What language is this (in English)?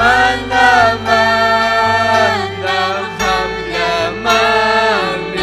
Ayacucho Quechua